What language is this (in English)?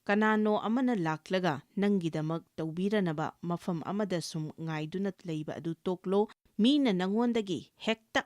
Manipuri